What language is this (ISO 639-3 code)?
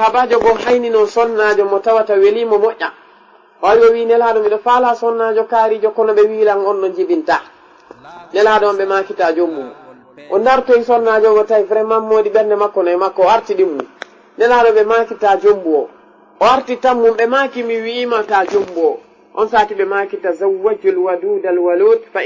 ful